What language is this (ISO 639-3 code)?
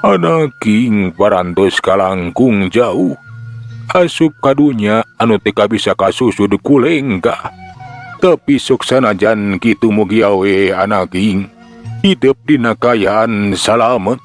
sun